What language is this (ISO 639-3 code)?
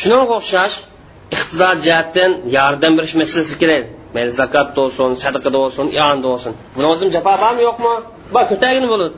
uig